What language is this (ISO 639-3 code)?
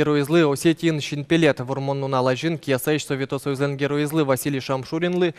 udm